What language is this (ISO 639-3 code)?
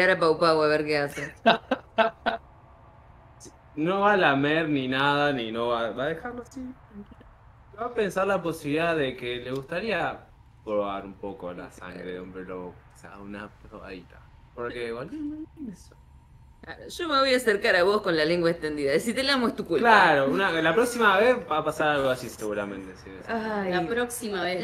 spa